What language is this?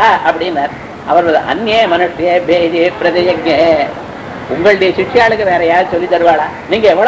Tamil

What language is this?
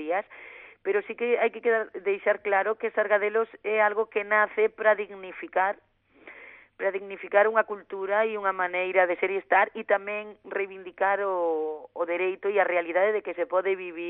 Galician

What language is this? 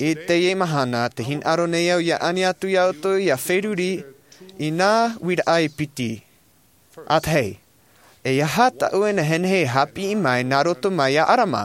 Tahitian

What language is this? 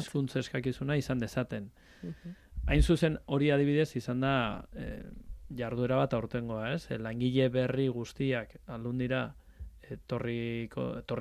Basque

